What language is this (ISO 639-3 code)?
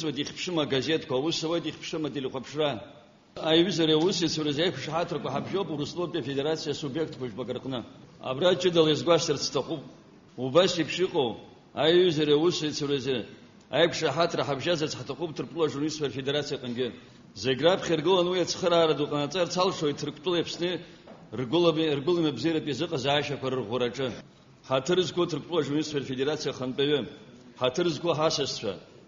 abk